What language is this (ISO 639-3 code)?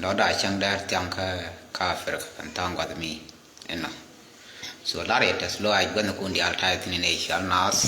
nus